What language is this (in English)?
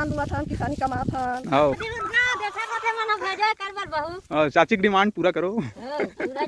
Chhattisgarhi